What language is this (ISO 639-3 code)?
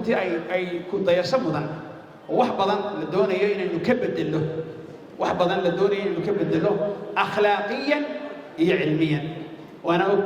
som